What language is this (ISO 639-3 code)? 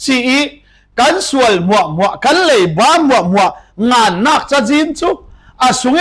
cfm